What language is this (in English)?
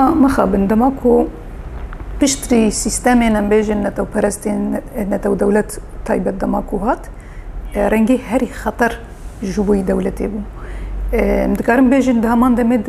Kurdish